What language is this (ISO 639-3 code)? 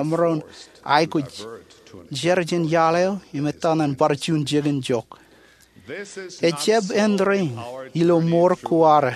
mah